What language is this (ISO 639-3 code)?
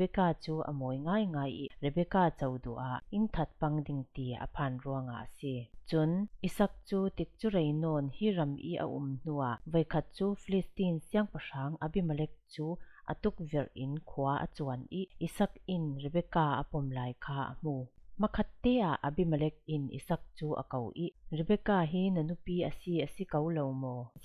cfm